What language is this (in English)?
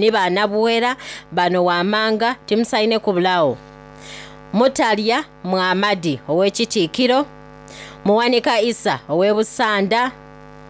Soga